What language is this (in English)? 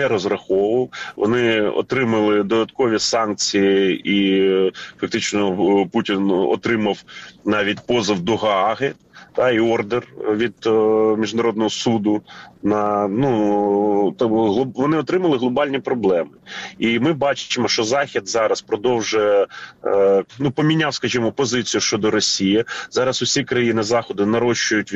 Ukrainian